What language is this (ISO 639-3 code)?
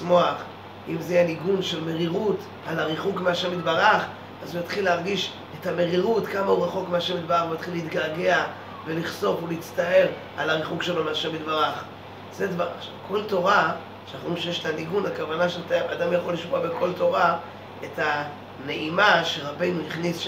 heb